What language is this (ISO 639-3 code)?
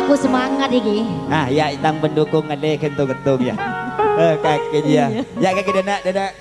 mad